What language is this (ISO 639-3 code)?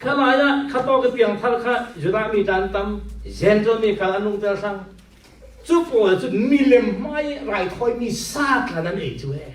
cfm